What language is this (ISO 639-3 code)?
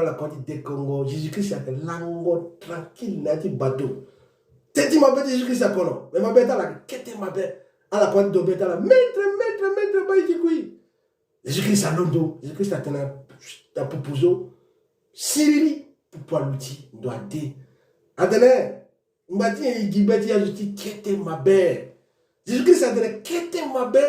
sag